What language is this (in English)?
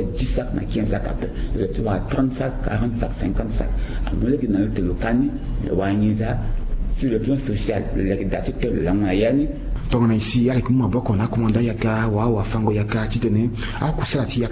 Sango